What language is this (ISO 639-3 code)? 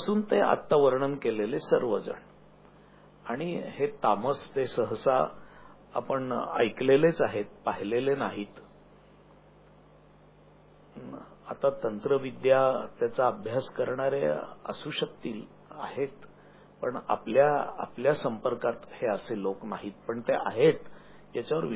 mar